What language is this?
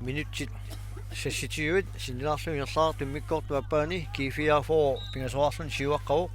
Kalaallisut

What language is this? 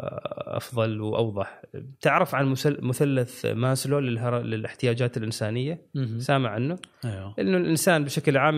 Gulf Arabic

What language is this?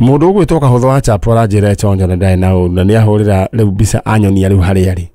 Kikuyu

